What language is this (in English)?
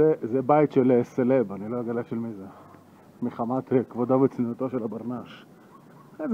Hebrew